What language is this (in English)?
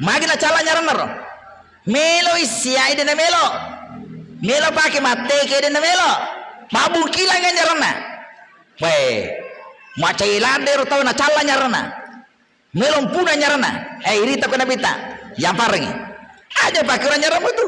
Buginese